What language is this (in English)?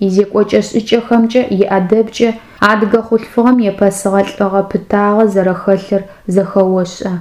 Adyghe